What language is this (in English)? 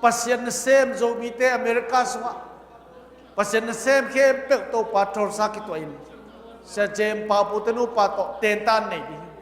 Tedim Chin